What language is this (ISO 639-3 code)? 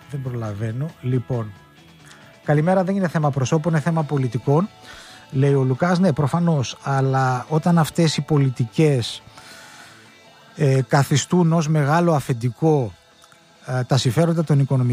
ell